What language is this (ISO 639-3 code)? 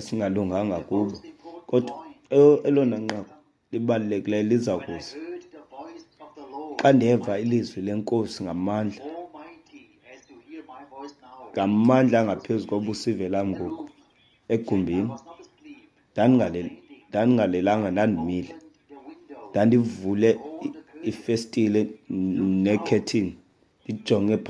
xho